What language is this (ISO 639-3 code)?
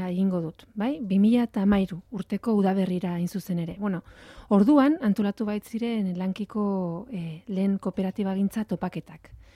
eus